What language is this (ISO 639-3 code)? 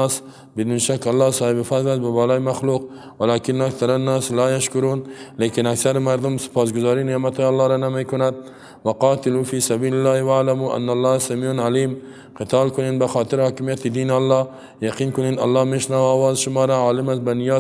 fas